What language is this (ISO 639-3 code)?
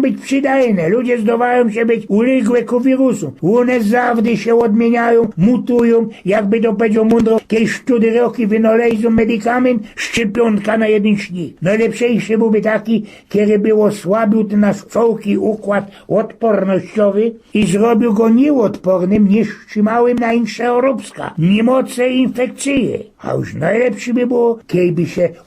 szl